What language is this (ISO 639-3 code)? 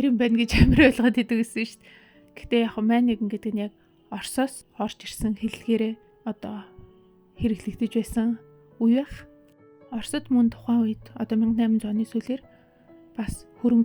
mon